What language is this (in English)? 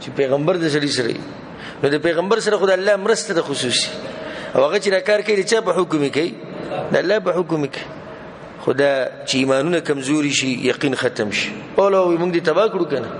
Pashto